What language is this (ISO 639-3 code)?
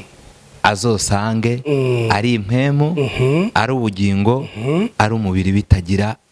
run